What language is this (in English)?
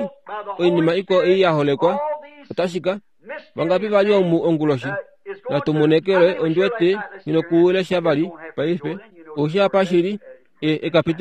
Kuanyama